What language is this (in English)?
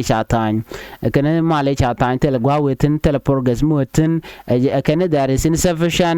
Nuer